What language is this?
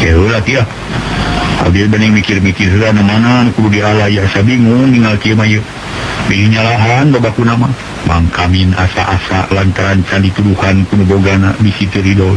Sundanese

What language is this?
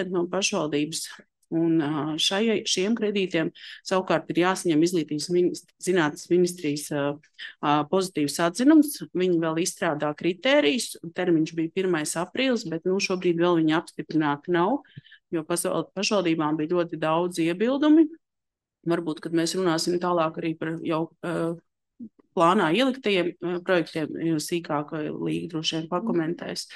Latvian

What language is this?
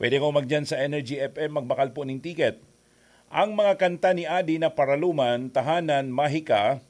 Bikol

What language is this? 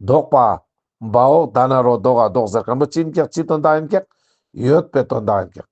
Ladakhi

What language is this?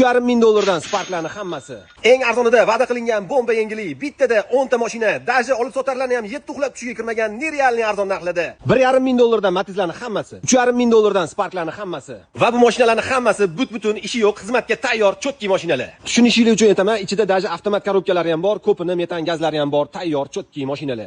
Uzbek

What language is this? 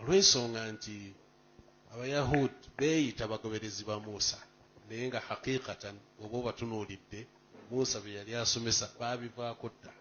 Ganda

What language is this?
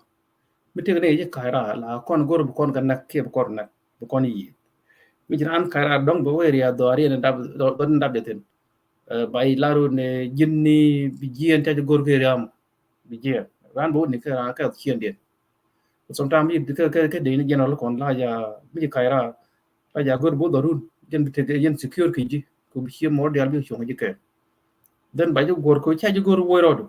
Nuer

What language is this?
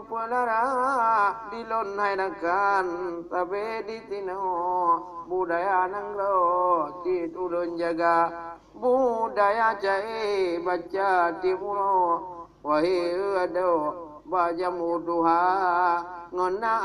Achinese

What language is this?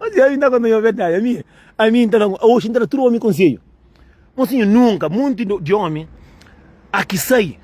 Kabuverdianu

